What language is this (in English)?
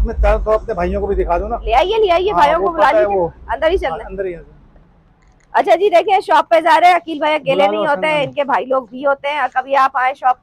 Hindi